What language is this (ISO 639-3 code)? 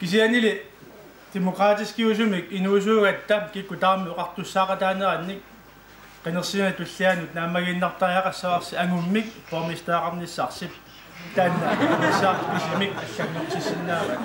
kal